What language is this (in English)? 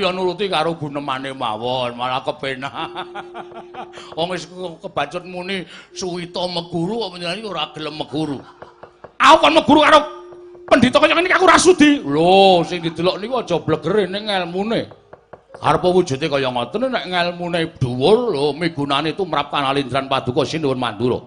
Javanese